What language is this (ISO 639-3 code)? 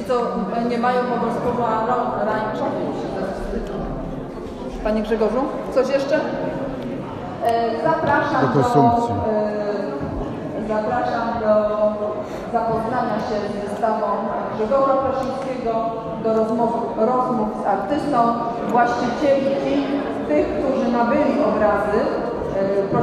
pol